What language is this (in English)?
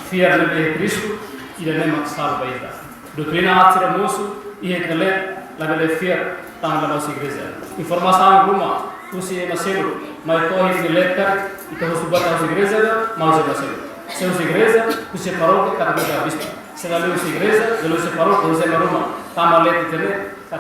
Tetum